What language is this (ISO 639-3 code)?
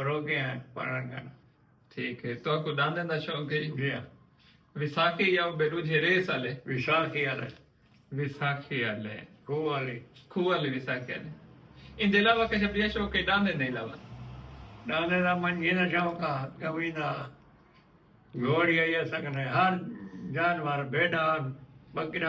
skr